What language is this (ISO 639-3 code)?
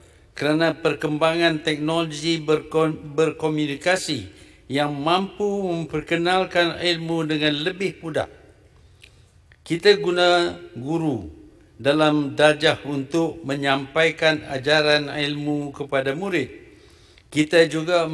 msa